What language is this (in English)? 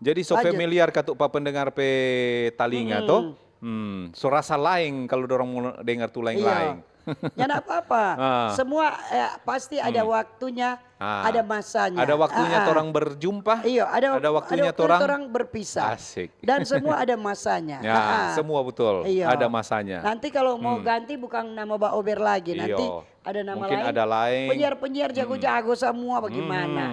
Manado Malay